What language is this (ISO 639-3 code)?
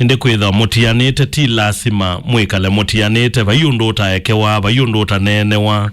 kam